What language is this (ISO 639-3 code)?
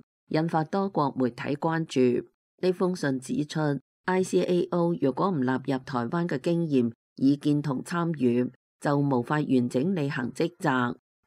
yue